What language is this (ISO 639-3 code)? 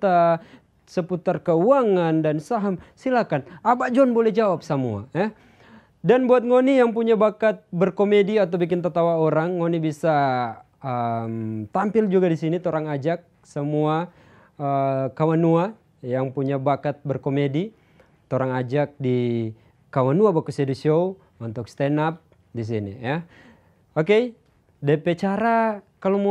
xmm